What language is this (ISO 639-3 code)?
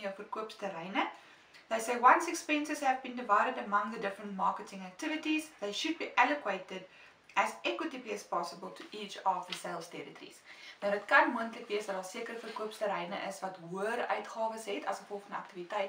afr